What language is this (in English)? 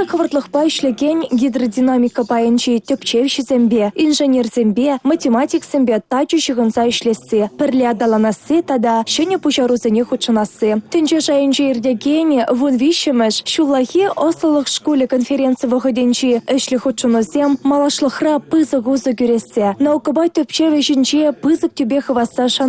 Chuvash